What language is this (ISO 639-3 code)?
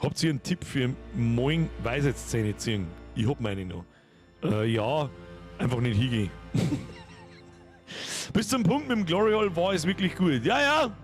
bar